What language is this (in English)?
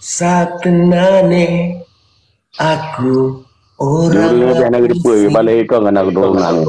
Achinese